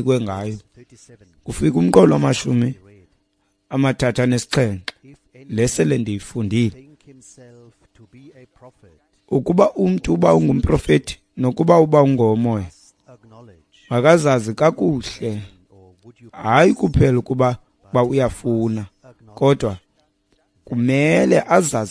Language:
Xhosa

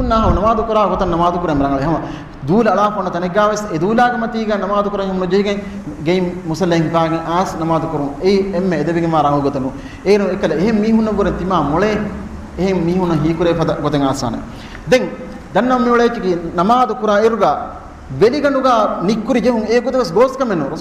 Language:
Divehi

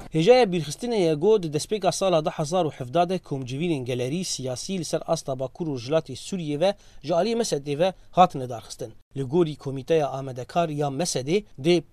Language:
Kurdish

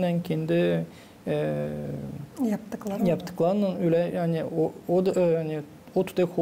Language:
Gagauz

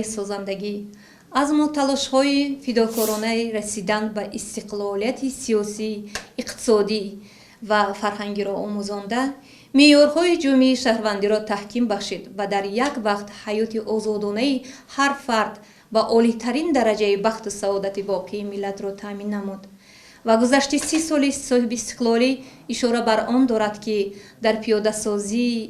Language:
Tajik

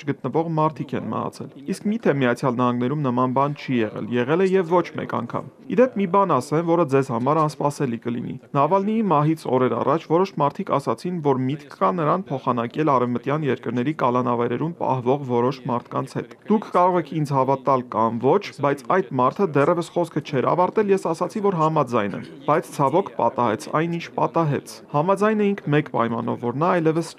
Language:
Armenian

